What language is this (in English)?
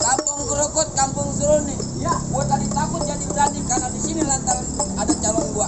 Betawi